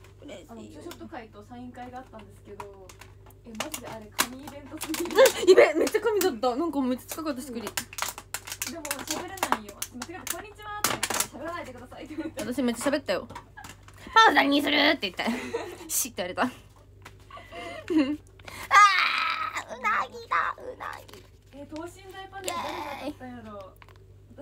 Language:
Japanese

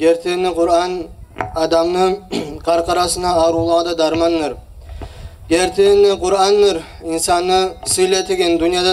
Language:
Kumyk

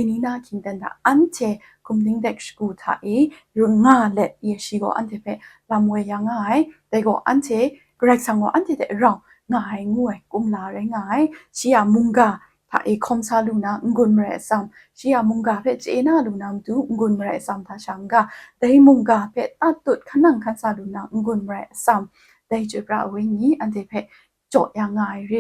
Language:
Kachin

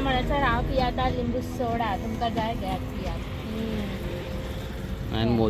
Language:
Konkani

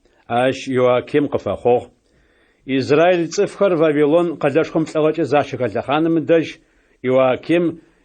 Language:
Adyghe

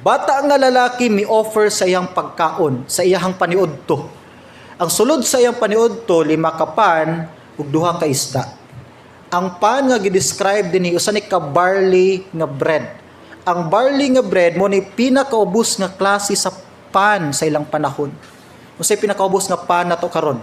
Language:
Cebuano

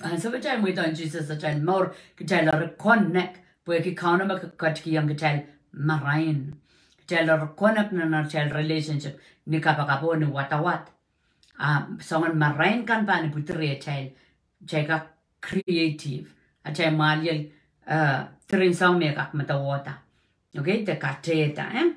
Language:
Pohnpeian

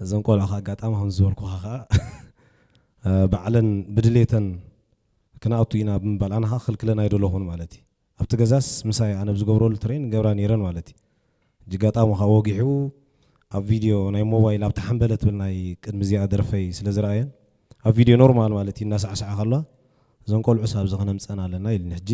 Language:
Tigrinya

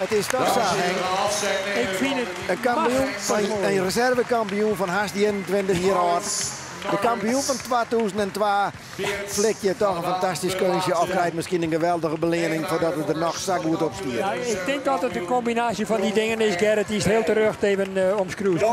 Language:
Western Frisian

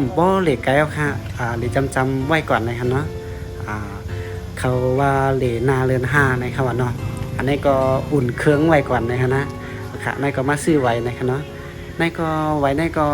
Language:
Shan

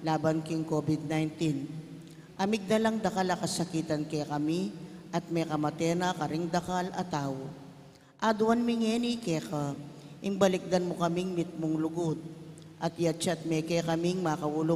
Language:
Pampanga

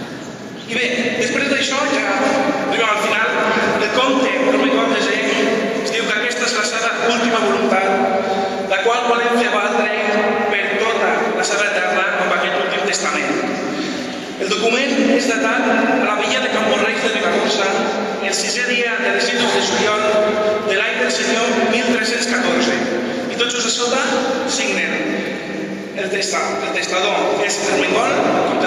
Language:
Catalan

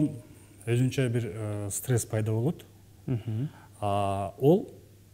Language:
Kyrgyz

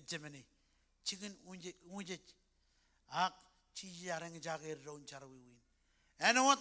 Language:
Marshallese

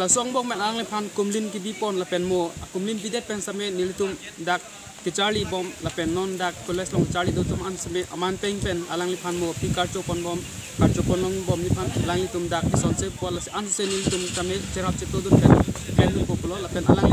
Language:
Karbi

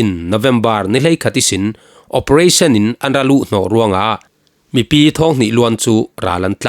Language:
Falam Chin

